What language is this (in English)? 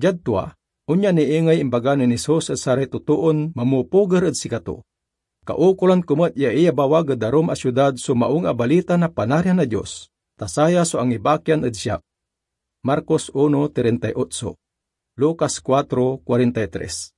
Pangasinan